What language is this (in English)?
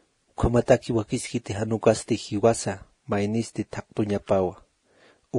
Aymara